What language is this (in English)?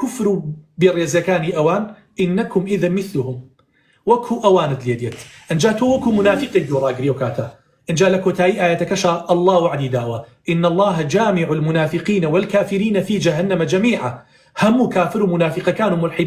Central Kurdish